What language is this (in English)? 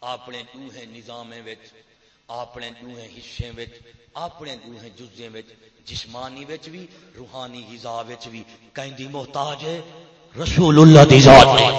Saraiki